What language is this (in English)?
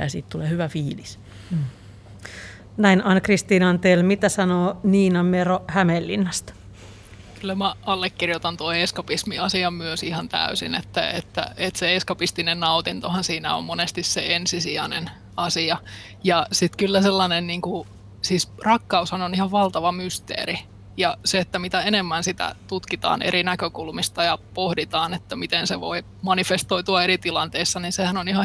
Finnish